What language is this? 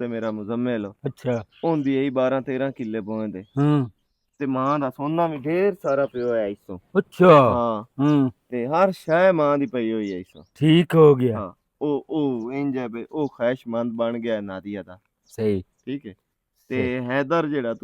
Western Panjabi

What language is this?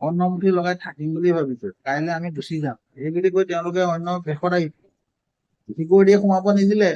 Assamese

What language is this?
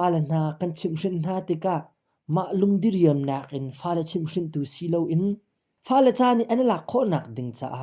Hakha Chin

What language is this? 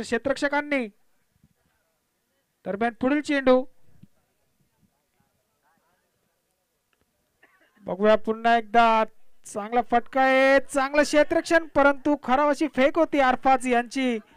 Marathi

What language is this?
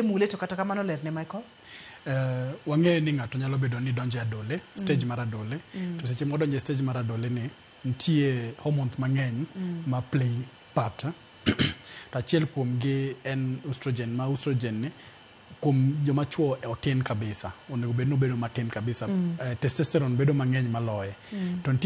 Luo (Kenya and Tanzania)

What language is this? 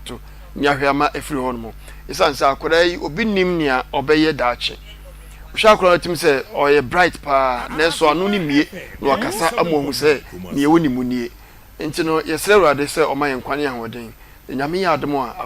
Akan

